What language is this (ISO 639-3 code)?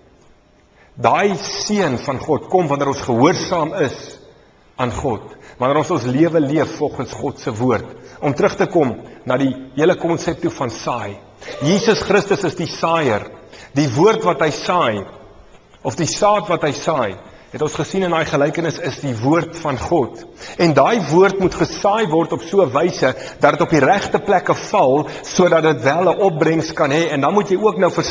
afr